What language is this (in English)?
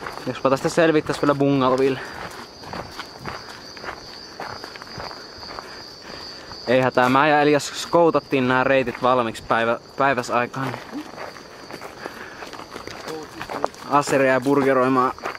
Finnish